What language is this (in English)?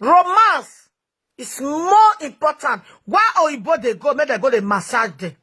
Nigerian Pidgin